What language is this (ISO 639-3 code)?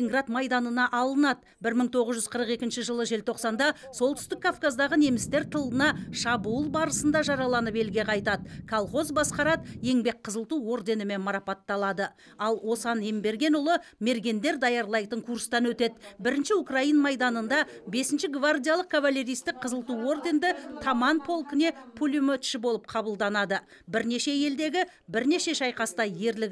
kaz